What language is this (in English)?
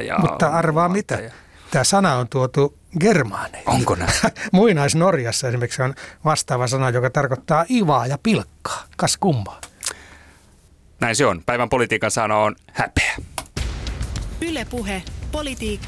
Finnish